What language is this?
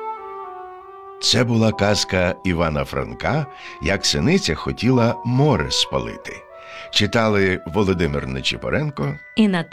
Ukrainian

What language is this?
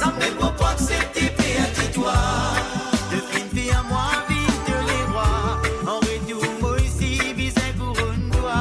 Morisyen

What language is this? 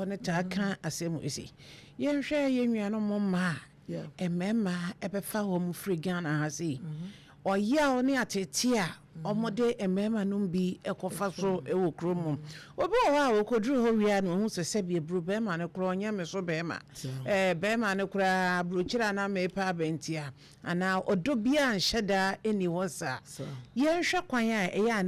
Akan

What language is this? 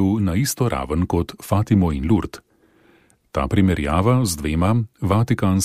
Slovenian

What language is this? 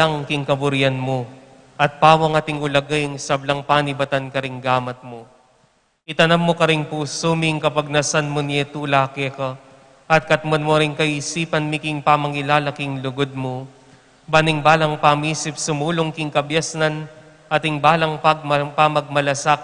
Pampanga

